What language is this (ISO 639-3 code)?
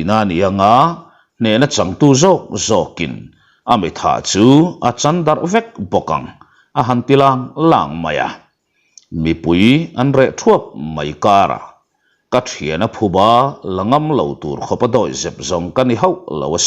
lus